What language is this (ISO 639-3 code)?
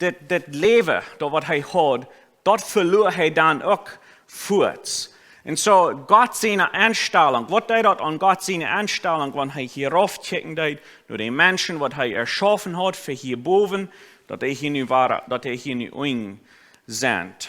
pdt